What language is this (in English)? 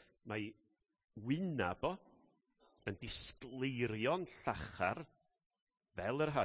Welsh